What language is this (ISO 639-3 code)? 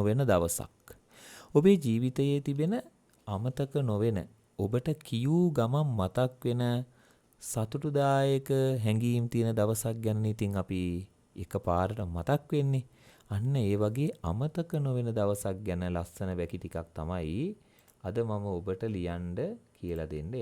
sin